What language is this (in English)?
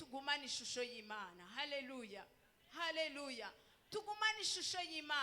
Rundi